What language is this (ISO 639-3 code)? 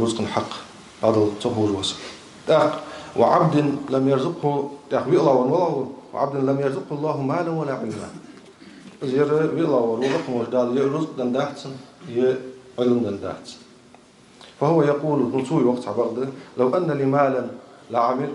inh